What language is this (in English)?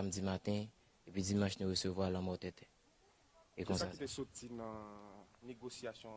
Haitian Creole